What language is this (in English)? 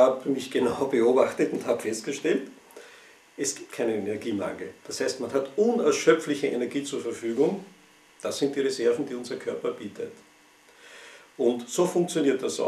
German